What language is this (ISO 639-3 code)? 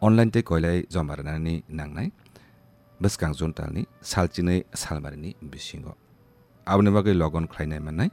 trp